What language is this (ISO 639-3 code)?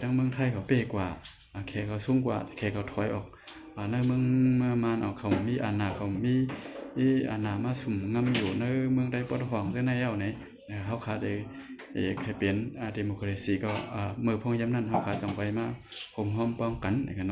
shn